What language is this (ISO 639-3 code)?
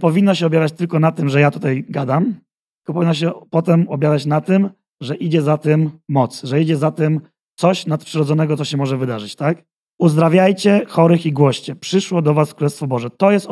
pol